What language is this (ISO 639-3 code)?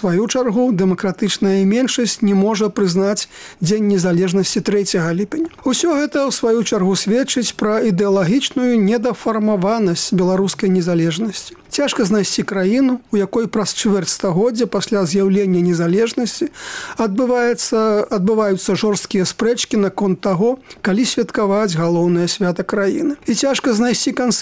bel